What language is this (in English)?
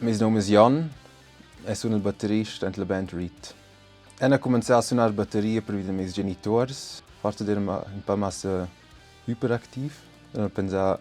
Romansh